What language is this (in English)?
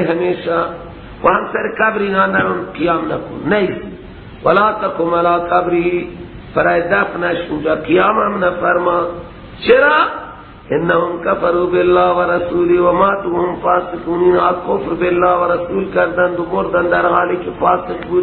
Persian